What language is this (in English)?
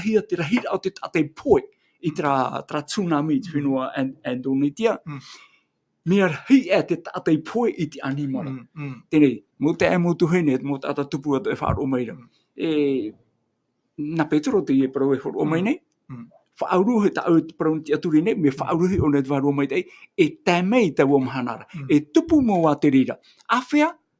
Tahitian